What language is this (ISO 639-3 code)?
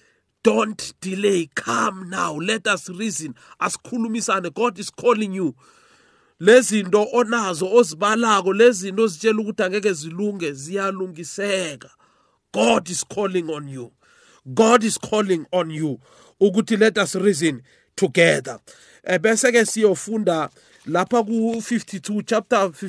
nbl